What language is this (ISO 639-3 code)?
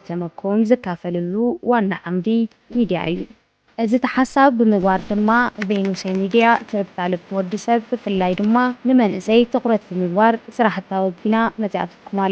tir